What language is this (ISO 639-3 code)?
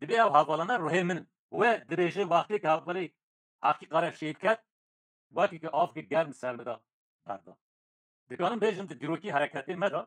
kur